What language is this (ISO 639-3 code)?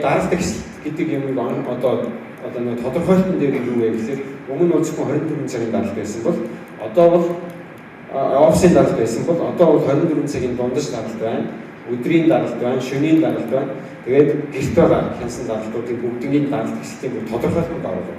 mon